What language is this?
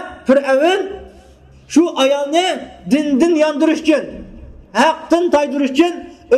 Uyghur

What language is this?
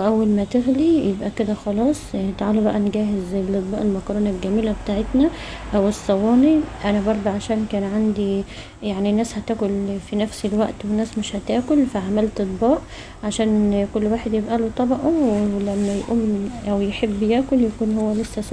Egyptian Arabic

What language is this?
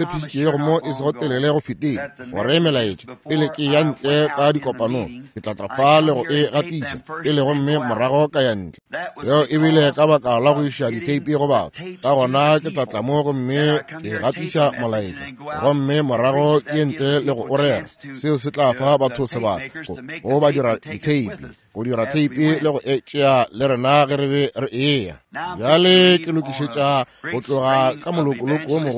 Northern Sotho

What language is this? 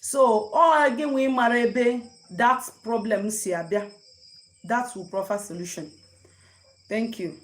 Igbo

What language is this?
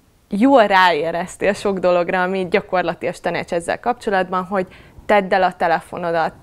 Hungarian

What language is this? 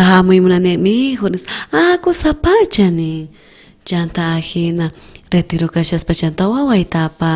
South Bolivian Quechua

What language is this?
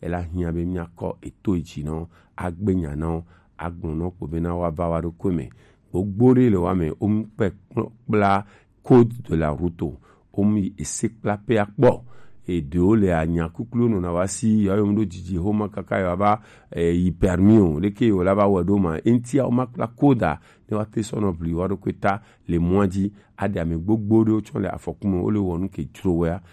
Gen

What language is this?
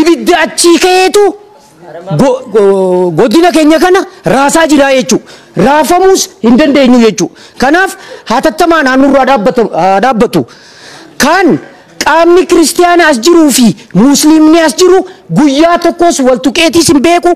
Oromo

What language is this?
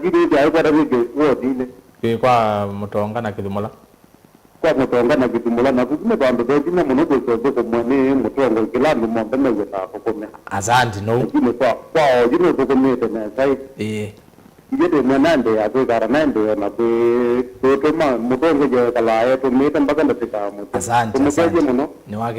Kamba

